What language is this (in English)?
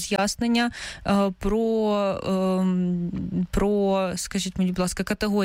Ukrainian